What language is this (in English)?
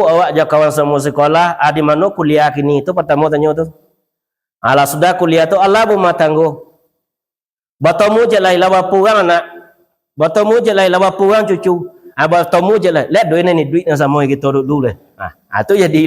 Minangkabau